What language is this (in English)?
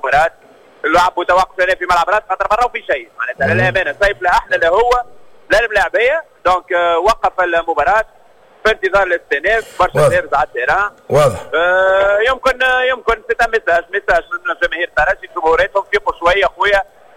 Tunisian Arabic